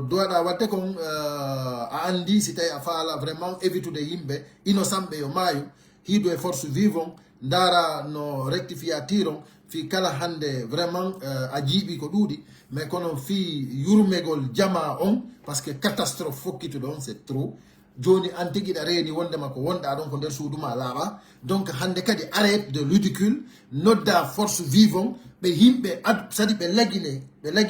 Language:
Pular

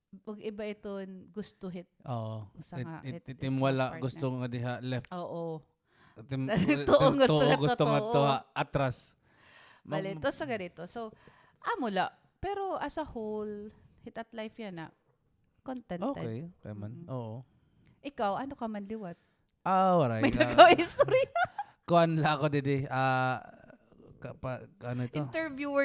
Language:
Waray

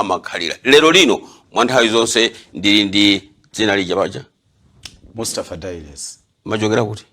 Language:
Nyanja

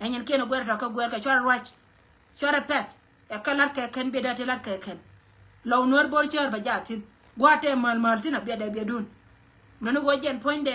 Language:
Nuer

